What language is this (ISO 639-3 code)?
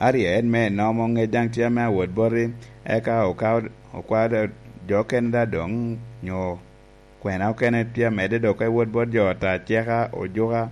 laj